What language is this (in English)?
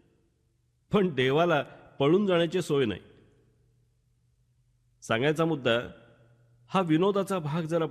Marathi